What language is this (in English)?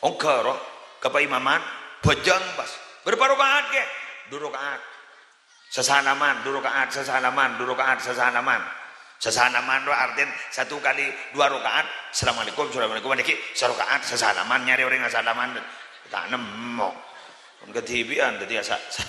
Madurese